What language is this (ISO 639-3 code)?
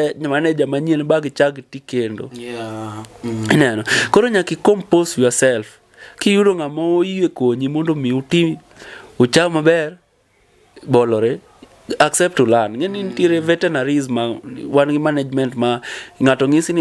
luo